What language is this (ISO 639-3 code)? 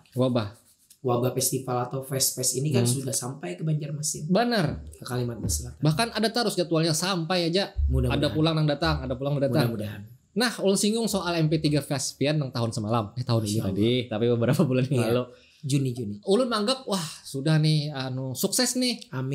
bjn